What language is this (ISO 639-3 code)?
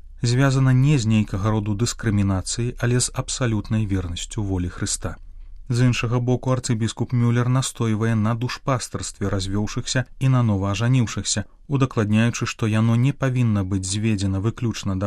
bel